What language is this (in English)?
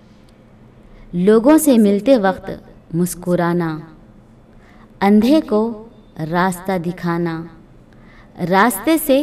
Urdu